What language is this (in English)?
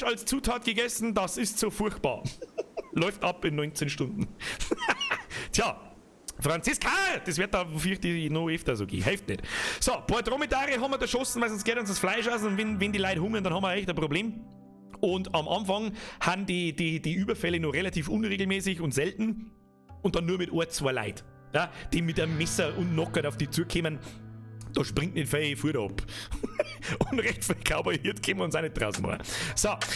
Bavarian